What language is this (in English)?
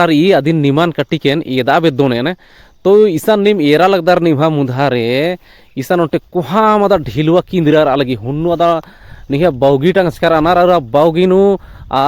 Kurukh